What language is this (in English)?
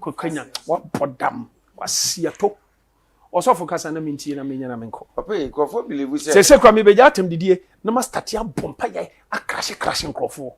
Akan